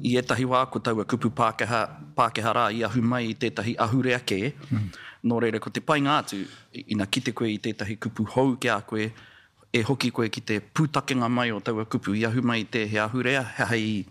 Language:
Māori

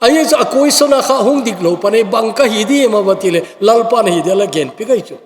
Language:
Thado Chin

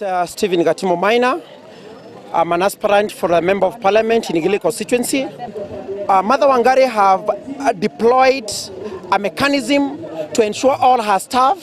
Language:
Gusii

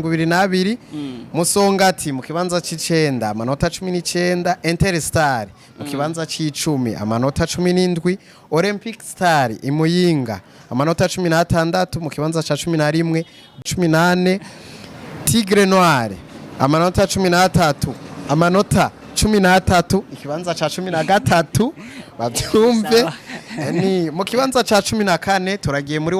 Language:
Rundi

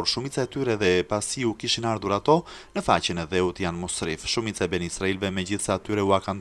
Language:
Albanian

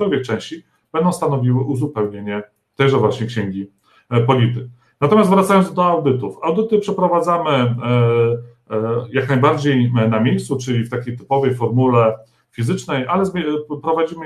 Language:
Polish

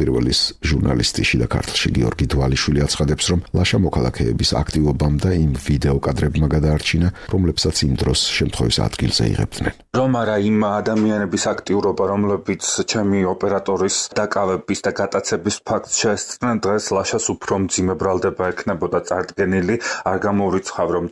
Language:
Georgian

